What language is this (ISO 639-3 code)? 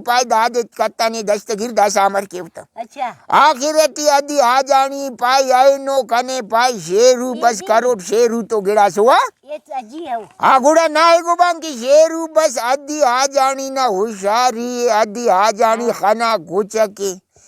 brh